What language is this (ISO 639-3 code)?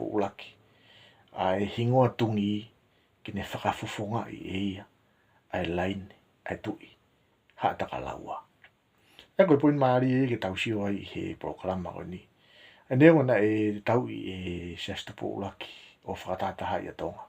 ton